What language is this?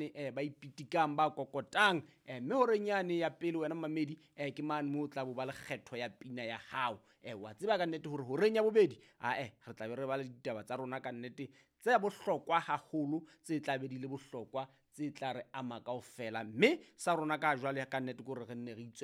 Southern Sotho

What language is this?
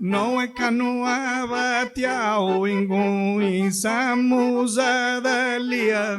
Sardinian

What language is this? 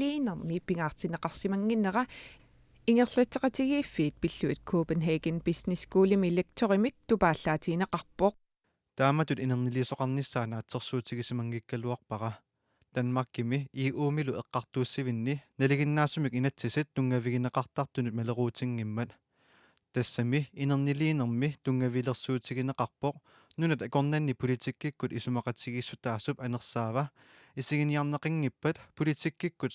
Kalaallisut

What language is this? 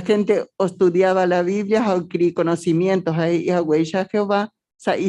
Guarani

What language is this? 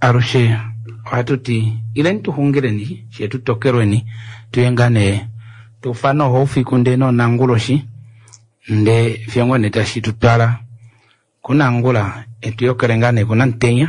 Kuanyama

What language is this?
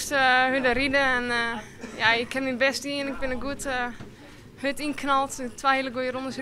Western Frisian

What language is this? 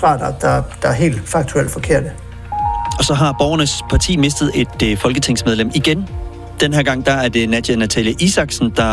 Danish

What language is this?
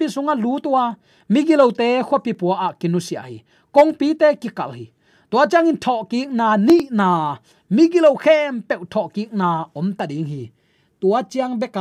Tedim Chin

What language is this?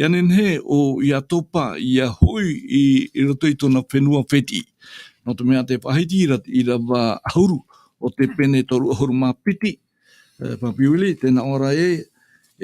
Tahitian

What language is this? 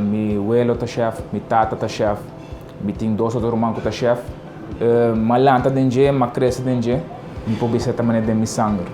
Papiamento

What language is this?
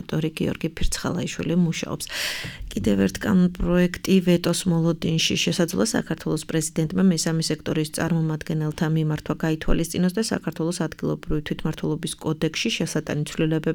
Georgian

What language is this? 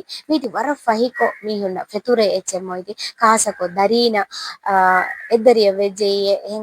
Divehi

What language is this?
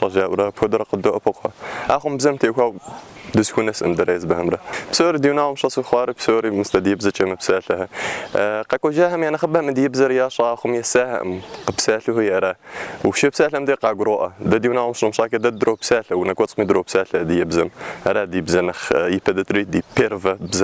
Kabardian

